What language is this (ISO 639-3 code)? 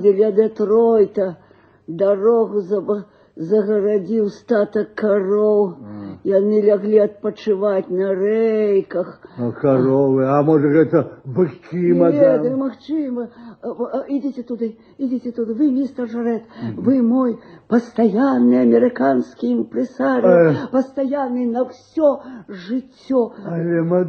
bel